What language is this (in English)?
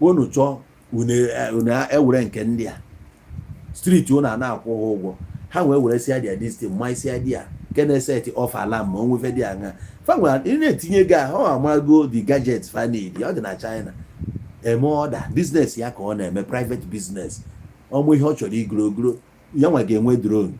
Igbo